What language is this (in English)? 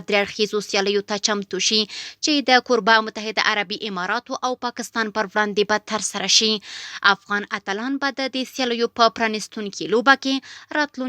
Pashto